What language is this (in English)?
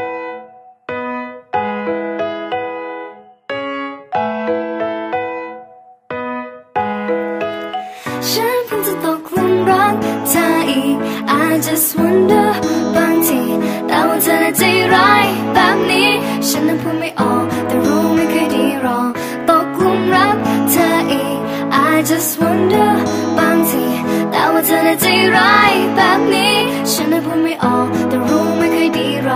Thai